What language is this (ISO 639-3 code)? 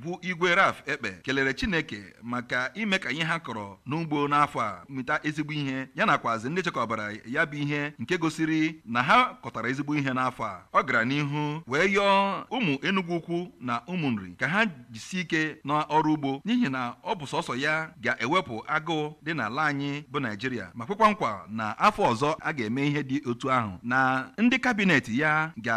ibo